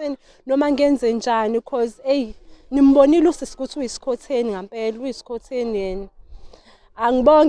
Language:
Zulu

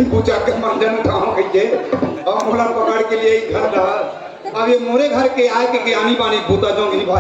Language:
Chhattisgarhi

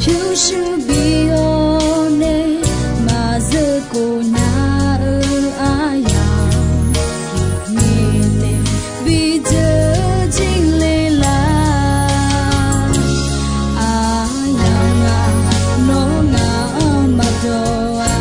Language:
Akha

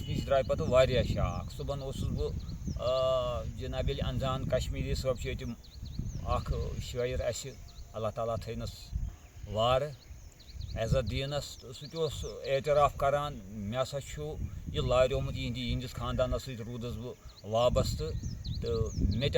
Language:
Kashmiri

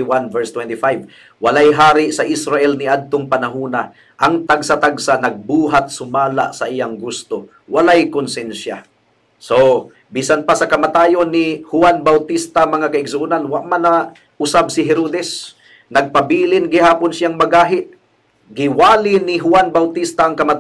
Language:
Cebuano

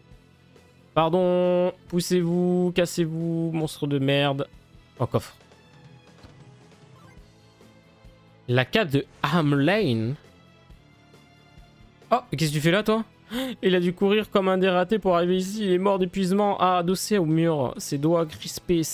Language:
French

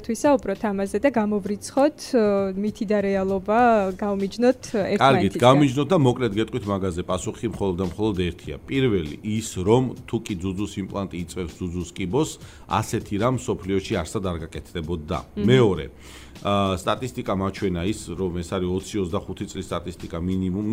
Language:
Georgian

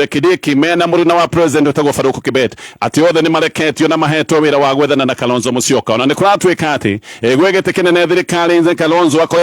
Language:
Kikuyu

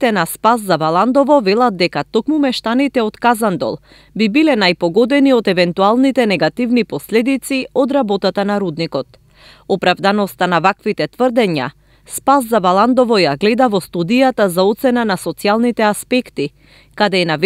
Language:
Macedonian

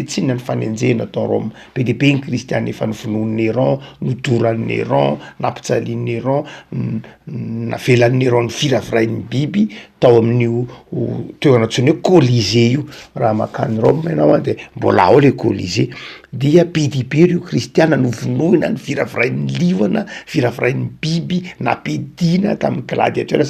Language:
Malagasy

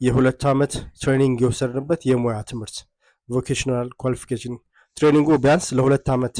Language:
Amharic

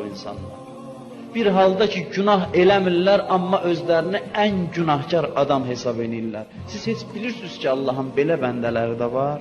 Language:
Azerbaijani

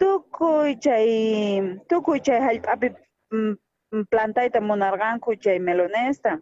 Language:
South Bolivian Quechua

